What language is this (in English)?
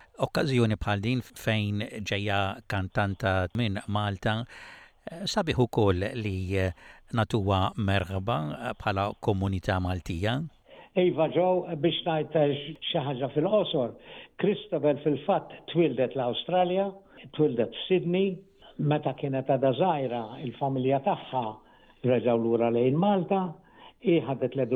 Maltese